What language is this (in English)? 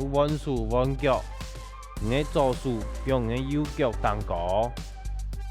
Hakka Chinese